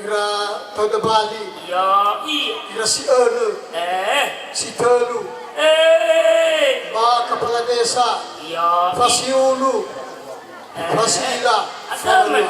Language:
Nias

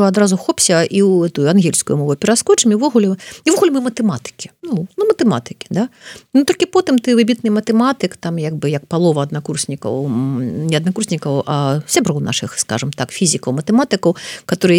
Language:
Belarusian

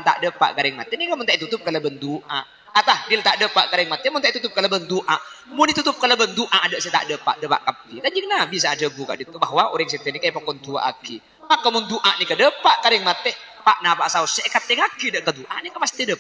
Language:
Madurese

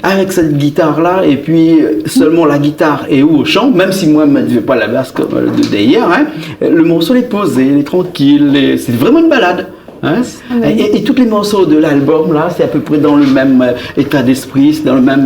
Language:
Réunion Creole French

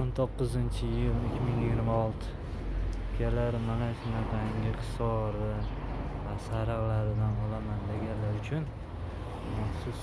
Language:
Uzbek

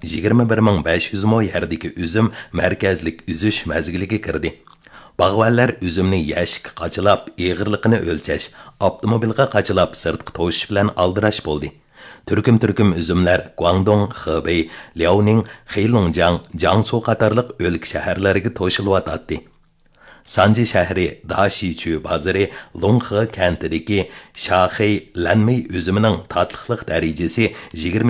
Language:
Uyghur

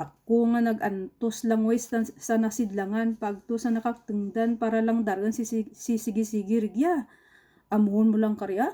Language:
Kinaray-a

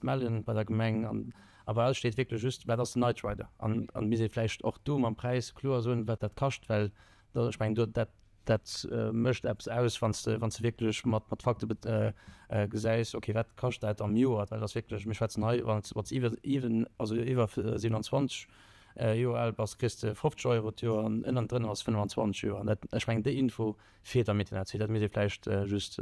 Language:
Luxembourgish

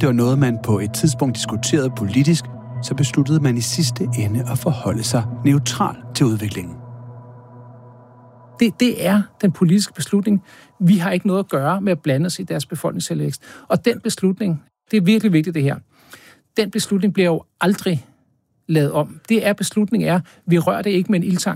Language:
Danish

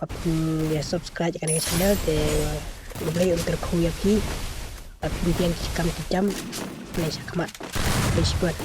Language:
Khasi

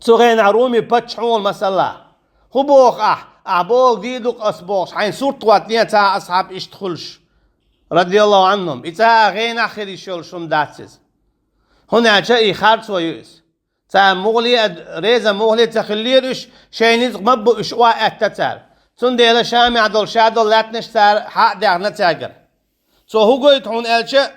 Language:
Chechen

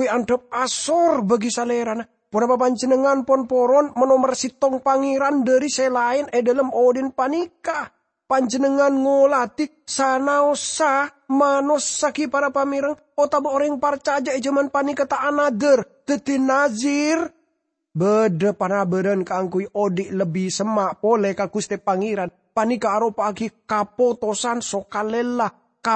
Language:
Madurese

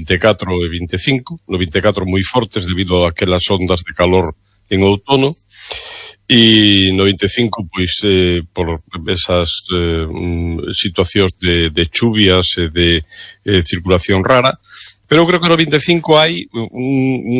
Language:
Galician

